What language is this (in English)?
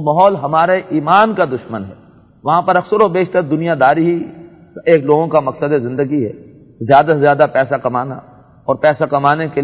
Urdu